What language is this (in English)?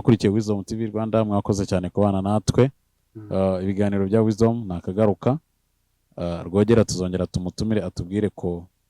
Kinyarwanda